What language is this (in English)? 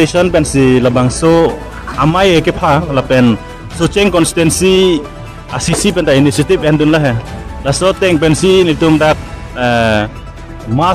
Karbi